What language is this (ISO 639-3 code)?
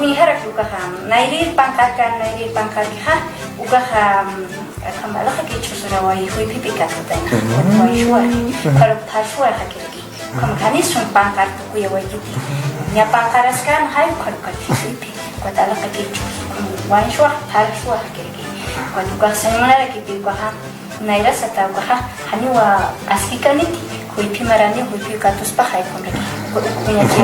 aym